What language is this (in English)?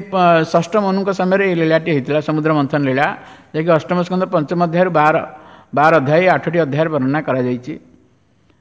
Odia